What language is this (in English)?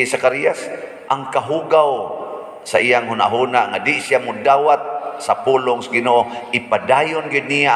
Cebuano